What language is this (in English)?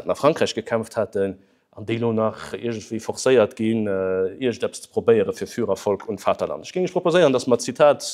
Luxembourgish